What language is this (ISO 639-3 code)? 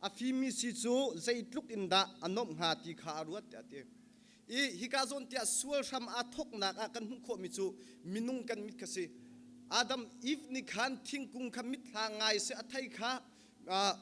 cnh